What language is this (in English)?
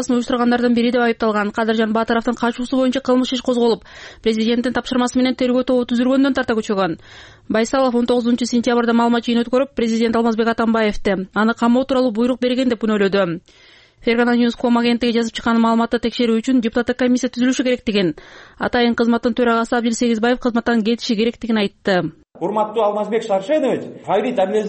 Kyrgyz